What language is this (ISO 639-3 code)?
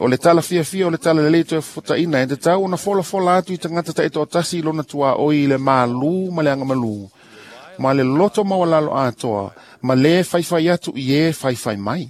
smo